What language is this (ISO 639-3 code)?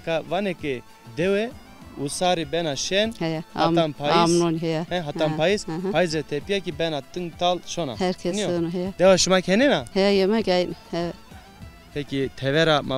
zza